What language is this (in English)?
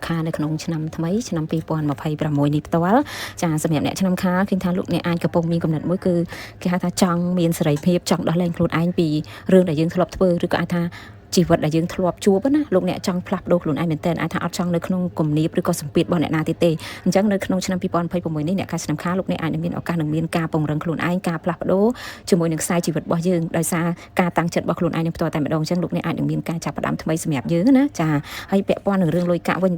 Khmer